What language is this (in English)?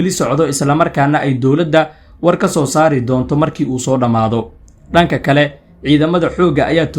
Somali